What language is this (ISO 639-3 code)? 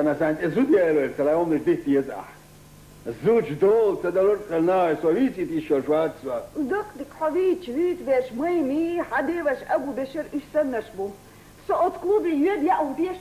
che